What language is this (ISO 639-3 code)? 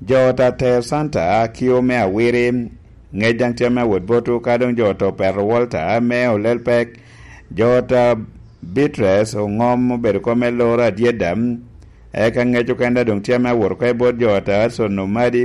laj